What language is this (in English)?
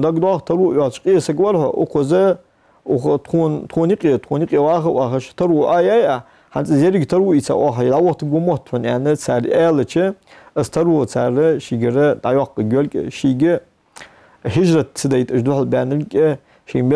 Ingush